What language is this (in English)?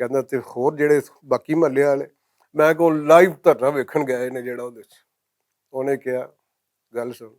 Western Panjabi